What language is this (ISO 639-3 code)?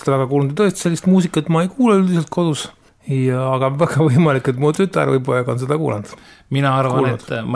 est